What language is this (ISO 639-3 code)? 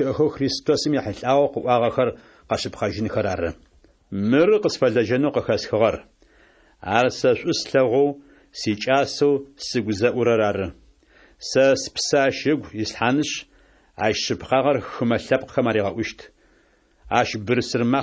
ady